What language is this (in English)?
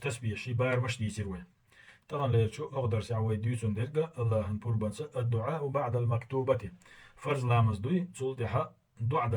Chechen